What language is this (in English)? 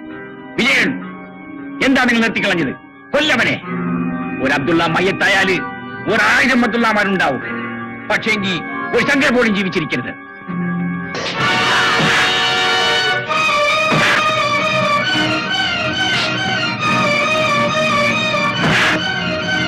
Malayalam